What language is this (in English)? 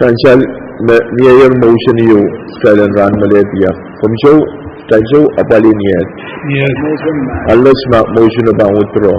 Pohnpeian